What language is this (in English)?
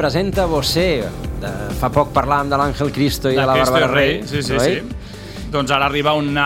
Catalan